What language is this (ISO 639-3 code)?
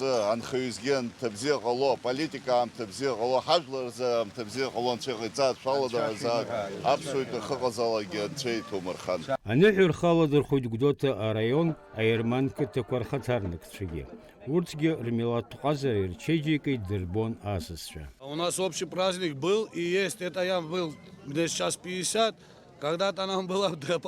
abk